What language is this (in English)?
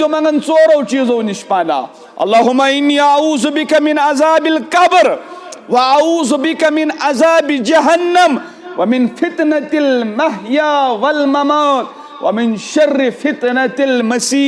Kashmiri